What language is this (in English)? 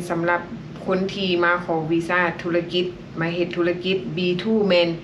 Lao